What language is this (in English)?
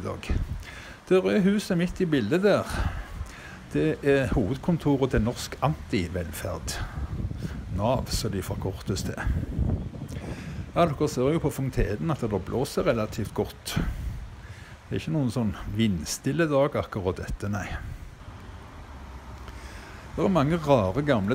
Norwegian